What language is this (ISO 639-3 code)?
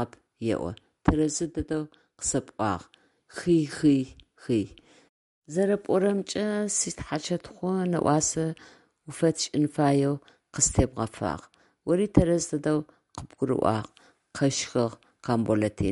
ady